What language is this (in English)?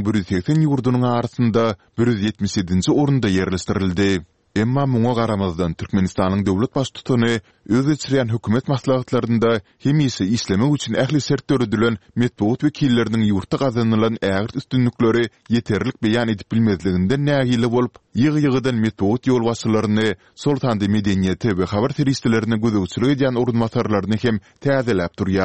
Turkmen